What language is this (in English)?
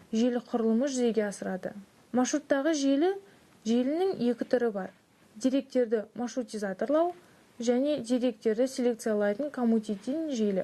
Kazakh